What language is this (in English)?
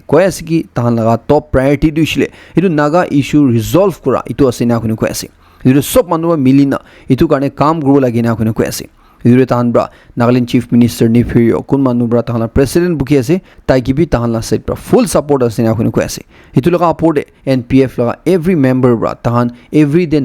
Naga Pidgin